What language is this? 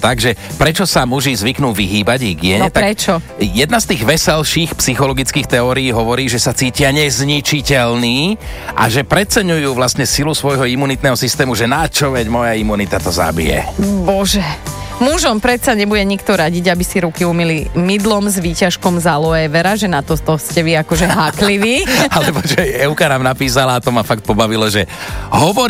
Slovak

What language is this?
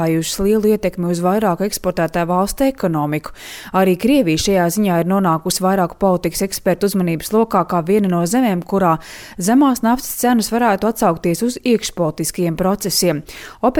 Latvian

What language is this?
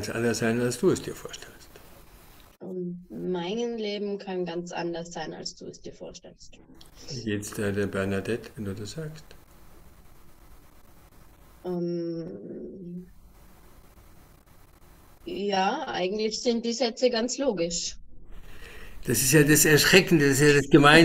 German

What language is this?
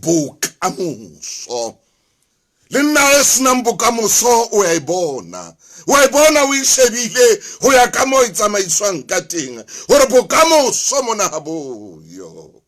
Southern Sotho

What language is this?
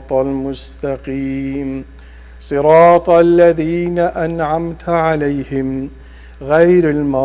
Kurdish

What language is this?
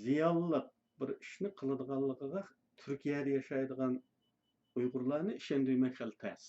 Uyghur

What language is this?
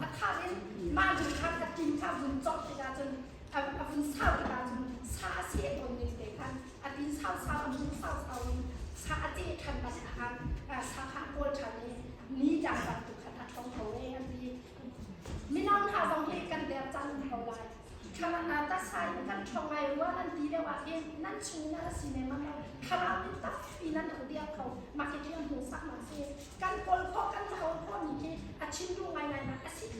Hakha Chin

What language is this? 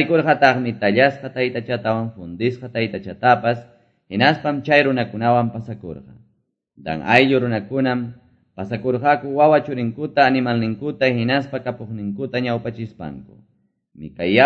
Quechua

